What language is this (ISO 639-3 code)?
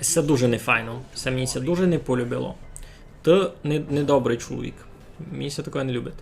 rue